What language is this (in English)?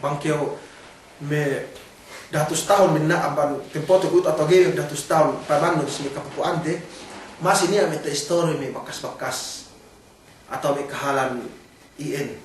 Yakan